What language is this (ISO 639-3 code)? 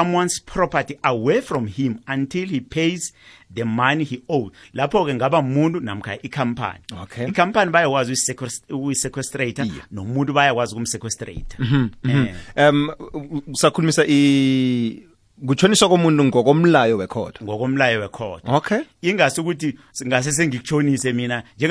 nbl